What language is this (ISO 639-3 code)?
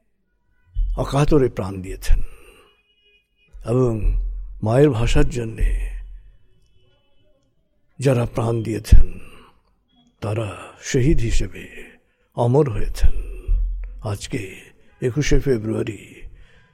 ben